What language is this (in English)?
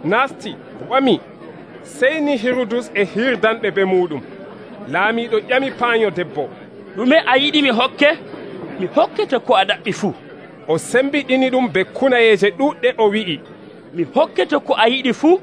Nigerian Fulfulde